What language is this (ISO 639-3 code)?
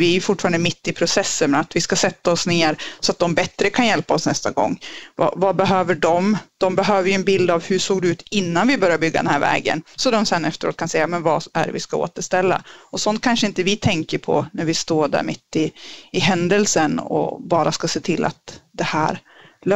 swe